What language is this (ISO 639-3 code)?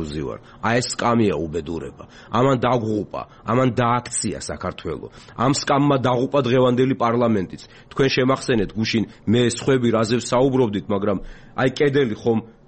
kat